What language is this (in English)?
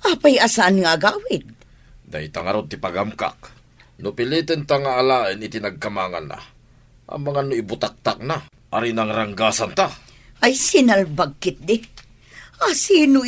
Iloko